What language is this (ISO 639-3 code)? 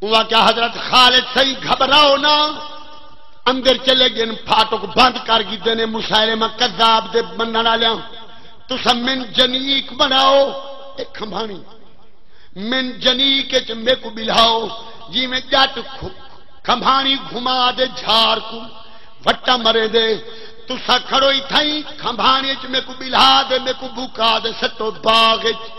skr